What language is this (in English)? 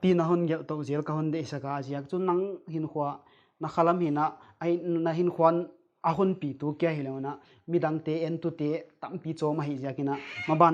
Paite Chin